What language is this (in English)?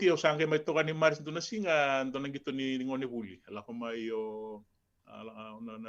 Fijian